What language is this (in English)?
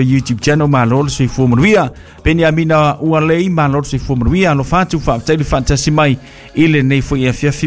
Samoan